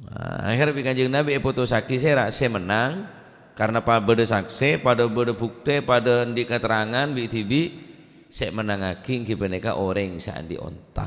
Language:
Madurese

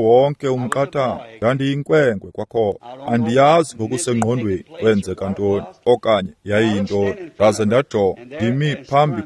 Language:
Xhosa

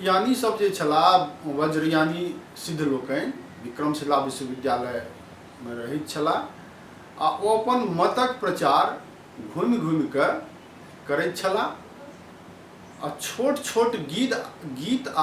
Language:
Maithili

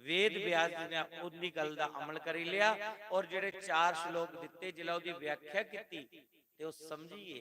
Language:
Dogri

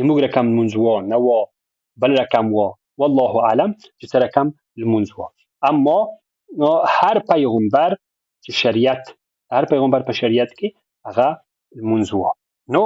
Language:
Pashto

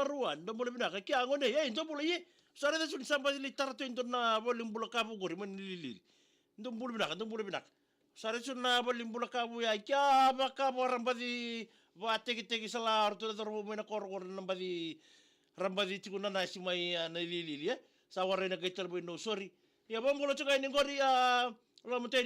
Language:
Fijian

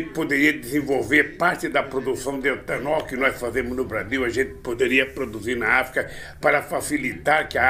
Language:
Portuguese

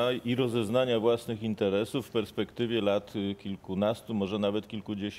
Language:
Polish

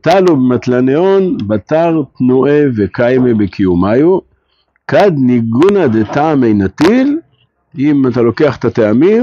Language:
Hebrew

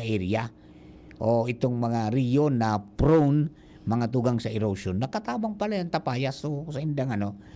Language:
Bikol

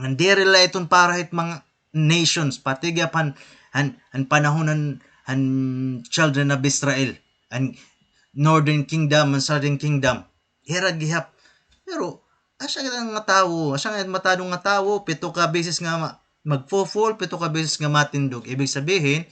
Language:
Waray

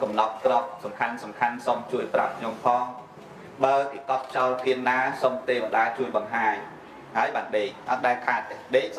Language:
Khmer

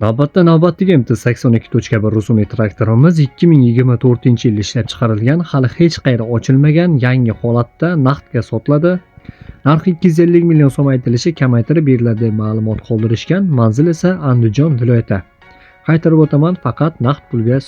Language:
Uzbek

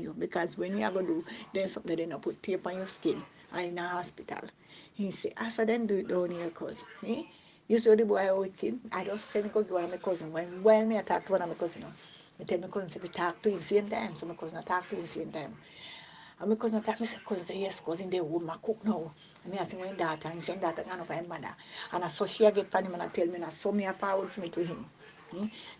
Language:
Jamaican Creole English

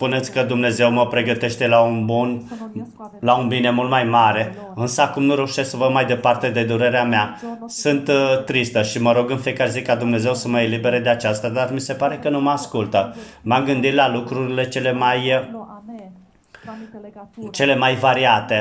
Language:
Romanian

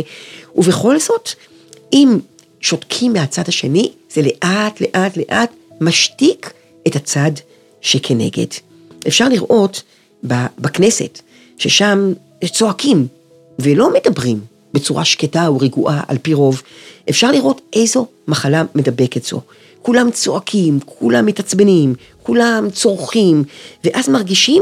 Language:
Hebrew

